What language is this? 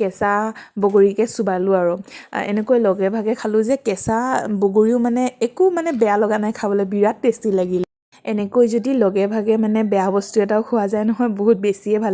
Assamese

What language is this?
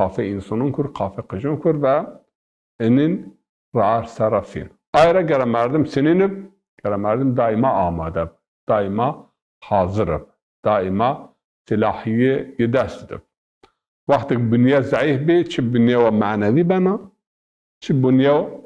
Zaza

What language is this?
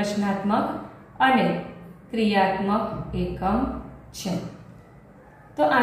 Gujarati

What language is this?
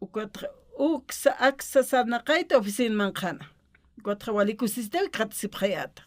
Aymara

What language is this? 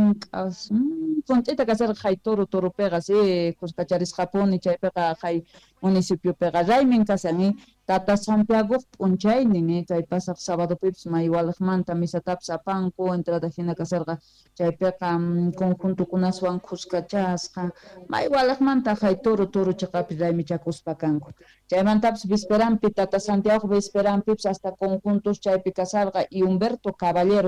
South Bolivian Quechua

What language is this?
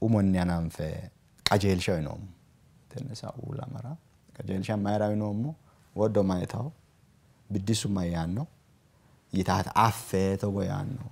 Sidamo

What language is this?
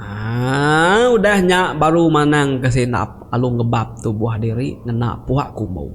Iban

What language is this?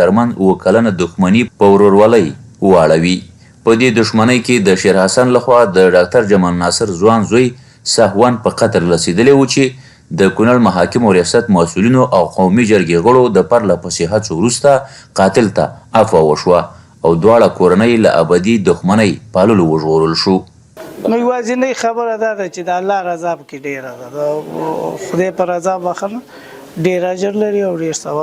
Pashto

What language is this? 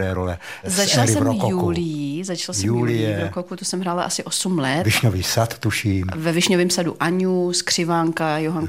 Czech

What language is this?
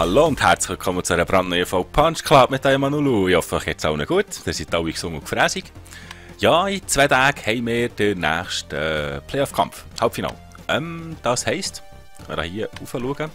Swiss German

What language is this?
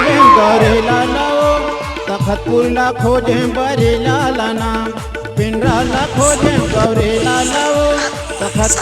Chhattisgarhi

